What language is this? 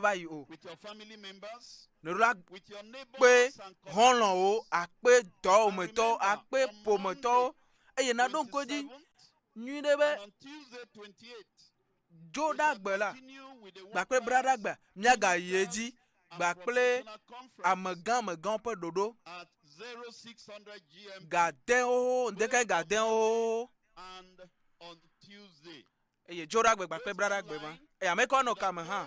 Ewe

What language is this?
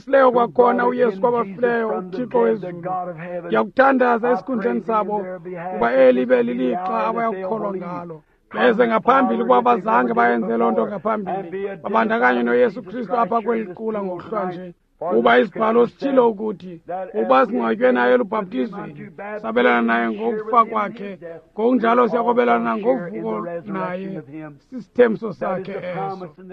Xhosa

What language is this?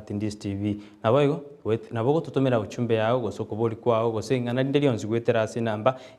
Gusii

